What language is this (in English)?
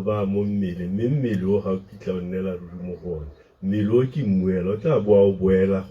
Tswana